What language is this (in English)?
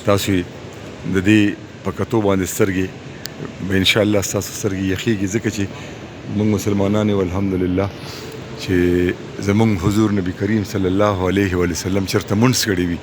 Pashto